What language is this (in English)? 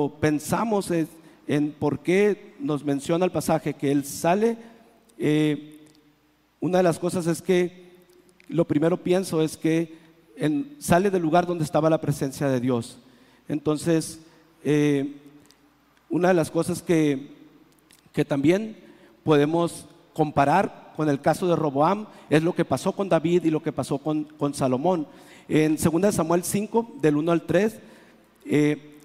Spanish